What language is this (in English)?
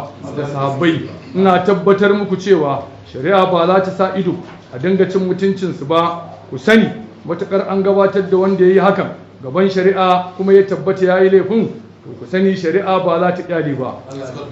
Hausa